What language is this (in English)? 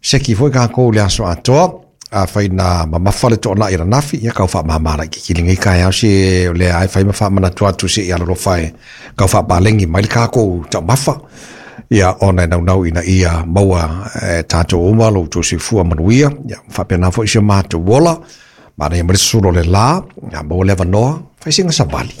Samoan